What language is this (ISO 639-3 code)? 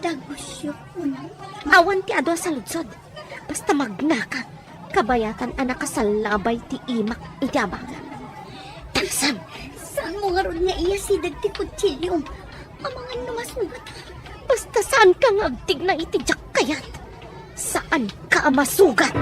ilo